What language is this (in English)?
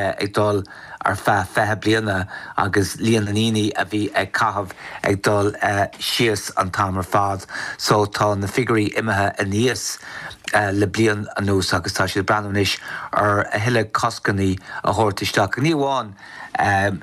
Irish